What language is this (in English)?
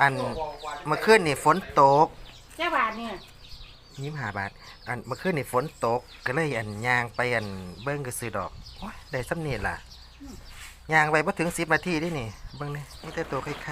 Lao